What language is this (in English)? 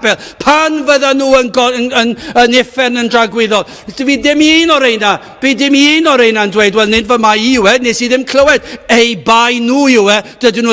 Welsh